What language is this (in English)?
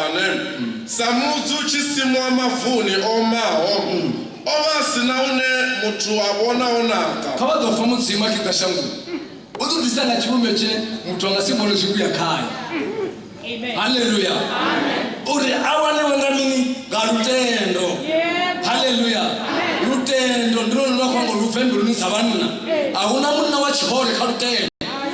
Venda